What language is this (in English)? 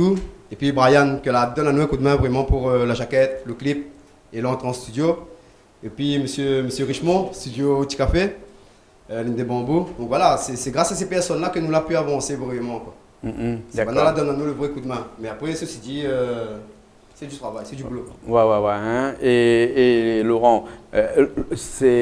Réunion Creole French